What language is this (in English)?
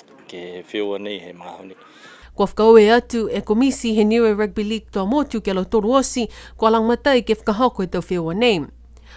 Niuean